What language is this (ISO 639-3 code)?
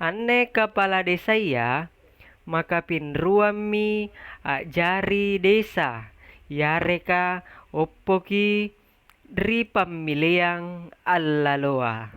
mak